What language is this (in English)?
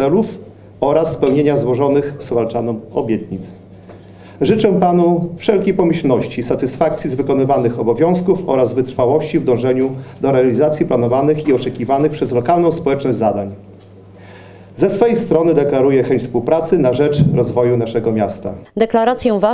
Polish